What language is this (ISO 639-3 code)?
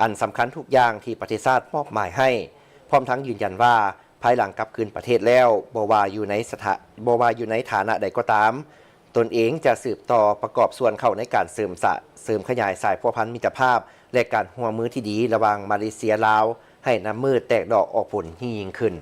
lao